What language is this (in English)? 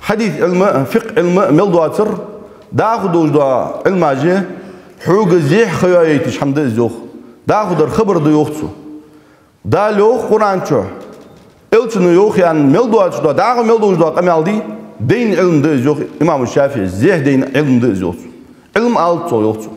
Ingush